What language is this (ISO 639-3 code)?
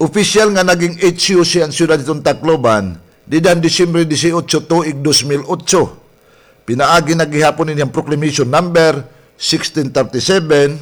war